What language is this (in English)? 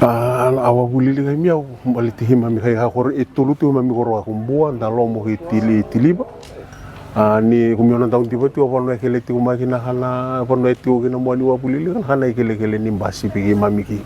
Fijian